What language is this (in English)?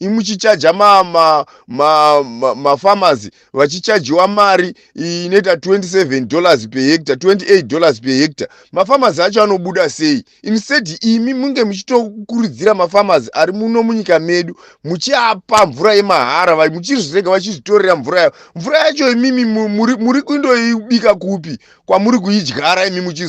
Shona